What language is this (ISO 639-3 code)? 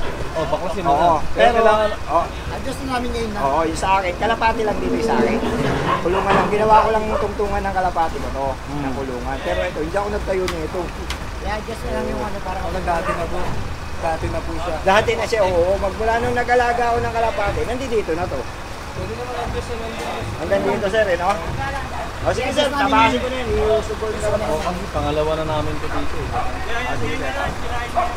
fil